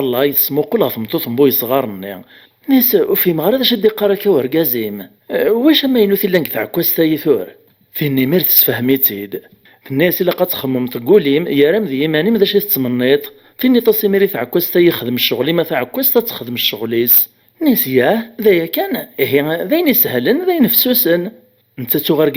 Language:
Kabyle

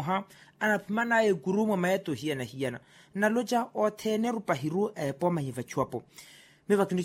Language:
Makhuwa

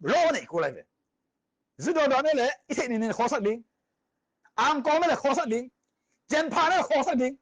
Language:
Tedim Chin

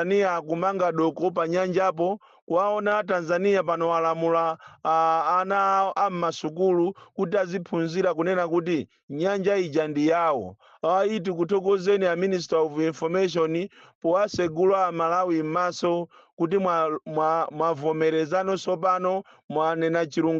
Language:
Nyanja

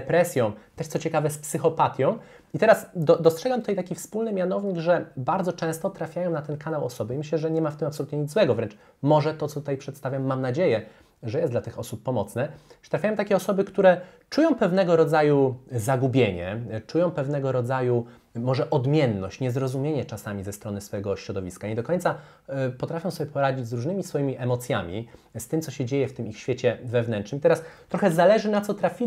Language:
Polish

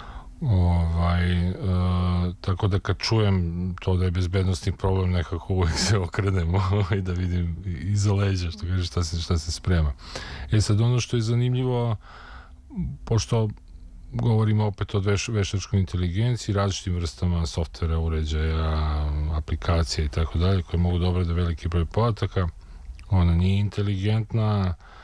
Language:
Serbian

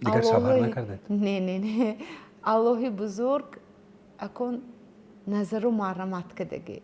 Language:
Tajik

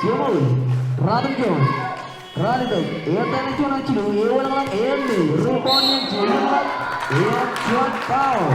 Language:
Marshallese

